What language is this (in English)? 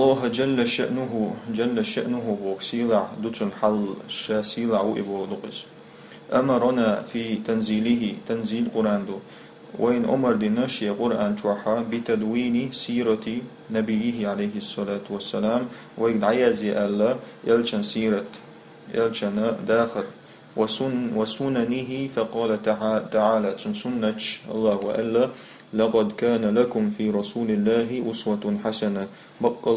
Chechen